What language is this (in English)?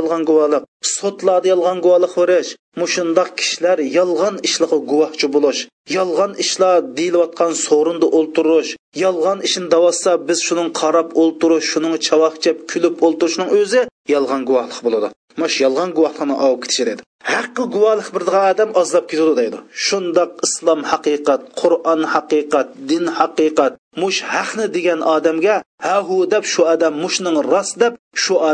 Uyghur